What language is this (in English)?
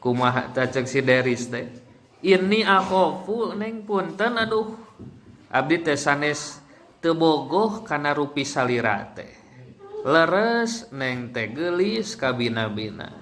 Sundanese